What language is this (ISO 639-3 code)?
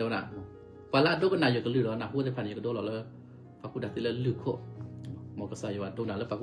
ksw